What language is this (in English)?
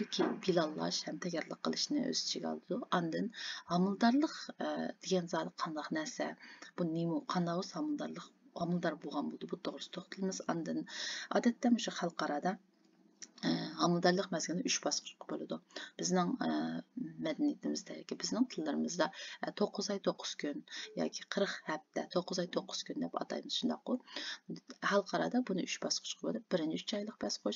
Uyghur